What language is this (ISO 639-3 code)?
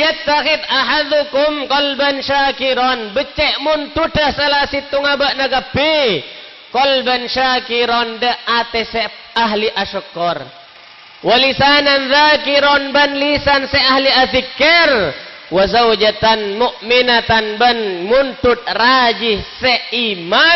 mad